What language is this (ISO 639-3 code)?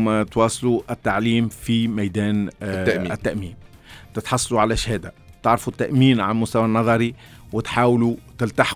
aeb